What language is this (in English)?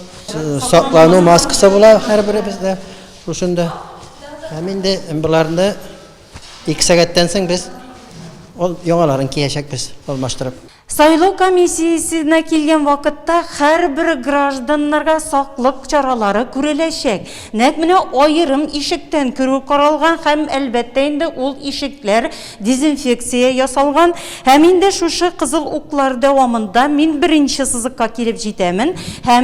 Tatar